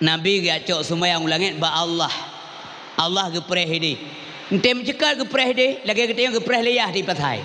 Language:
Achinese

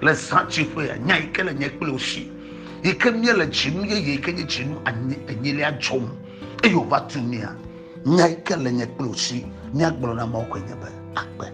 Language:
Ewe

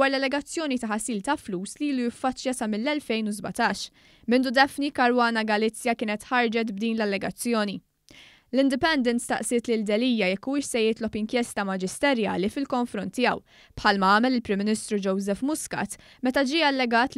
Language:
Maltese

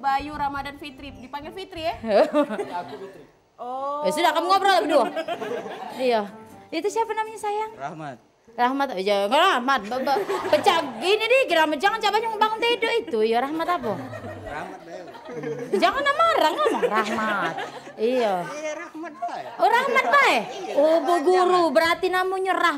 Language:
Musi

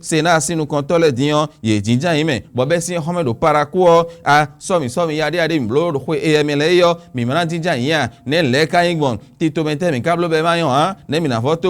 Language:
Fon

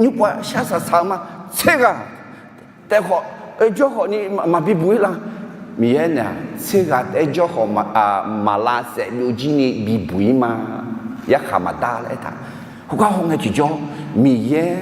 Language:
Akha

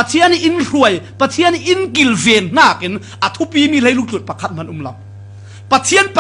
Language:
Falam Chin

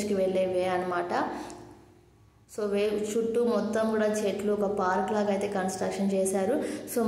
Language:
Telugu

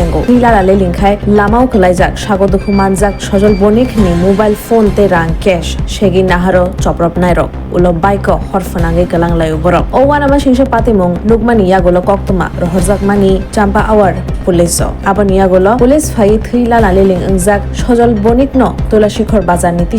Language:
Kok Borok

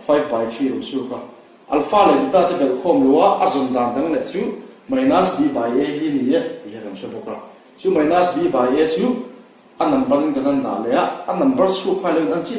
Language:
Mizo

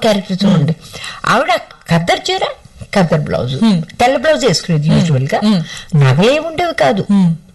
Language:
Telugu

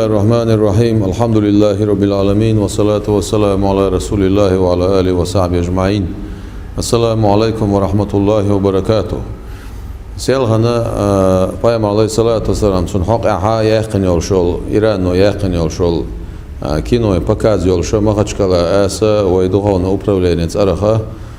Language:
Chechen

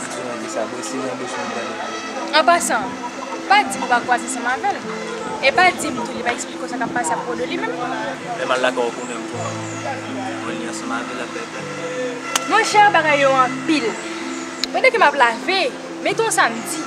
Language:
Haitian Creole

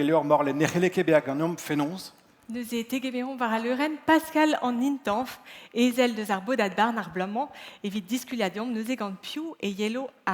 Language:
Breton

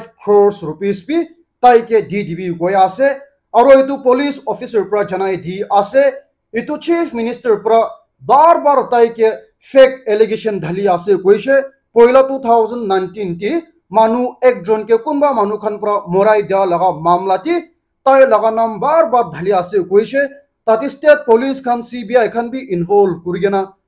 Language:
Naga Pidgin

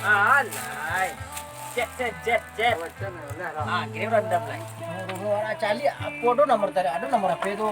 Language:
Minangkabau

